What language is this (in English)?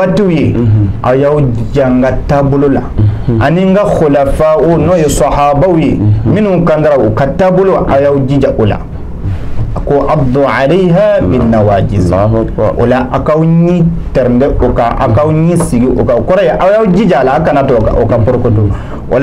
Bambara